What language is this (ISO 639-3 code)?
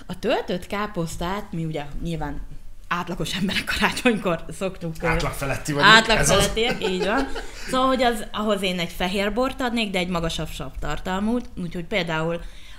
hun